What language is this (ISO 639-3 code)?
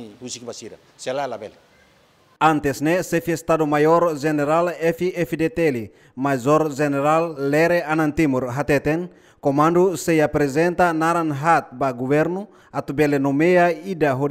tet